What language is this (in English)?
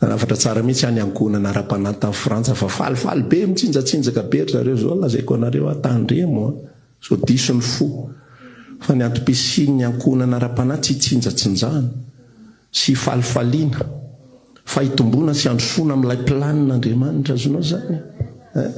Malagasy